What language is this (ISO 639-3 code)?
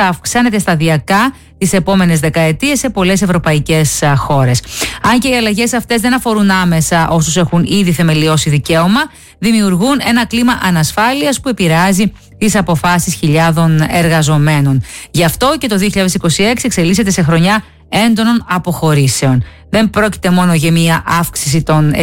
ell